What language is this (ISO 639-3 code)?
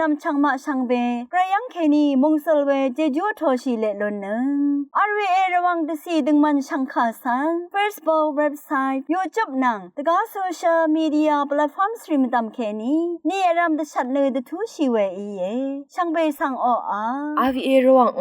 raw